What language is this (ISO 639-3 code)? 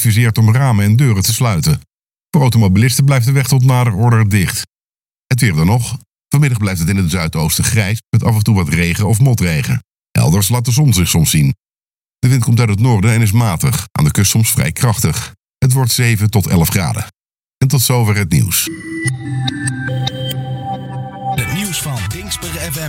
nld